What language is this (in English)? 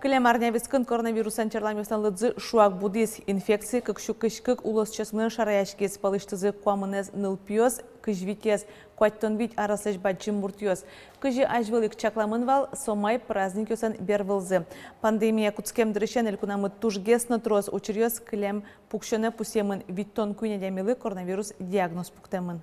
Udmurt